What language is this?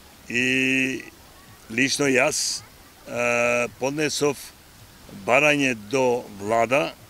Macedonian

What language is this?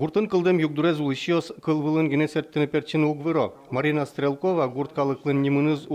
Udmurt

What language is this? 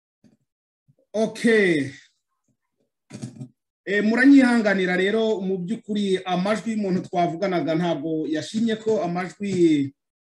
Kinyarwanda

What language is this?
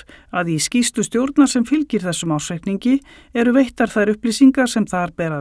Icelandic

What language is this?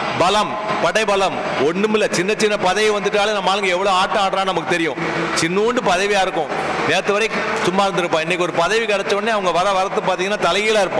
Tamil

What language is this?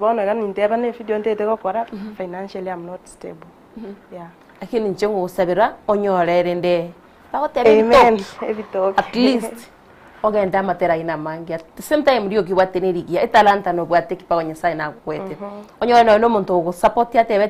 Gusii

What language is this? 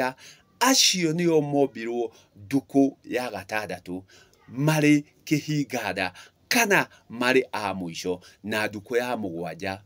Kikuyu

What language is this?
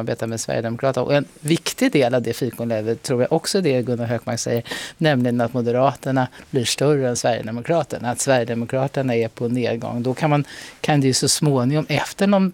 Swedish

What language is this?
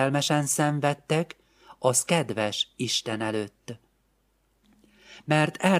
Hungarian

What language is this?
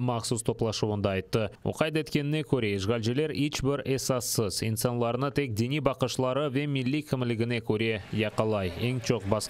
Crimean Tatar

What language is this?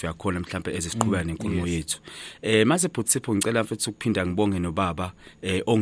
Zulu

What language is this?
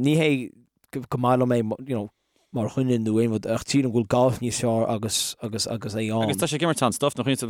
Irish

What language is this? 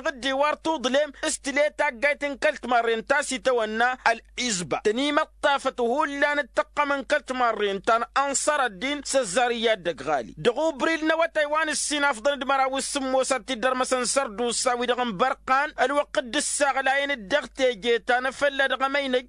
Tamasheq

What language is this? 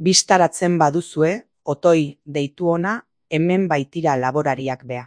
Basque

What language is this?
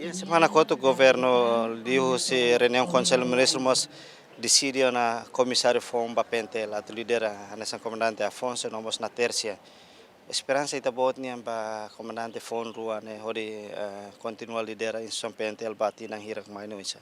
Tetum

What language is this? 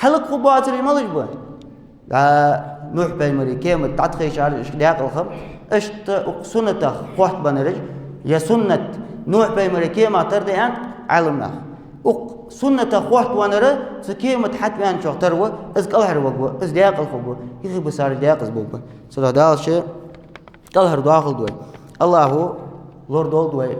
Ingush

